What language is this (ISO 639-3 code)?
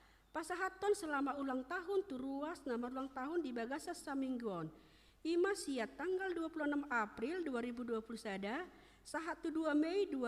bbc